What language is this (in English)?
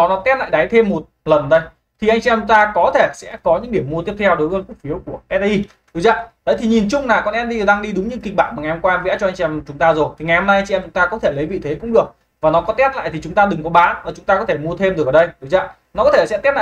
Vietnamese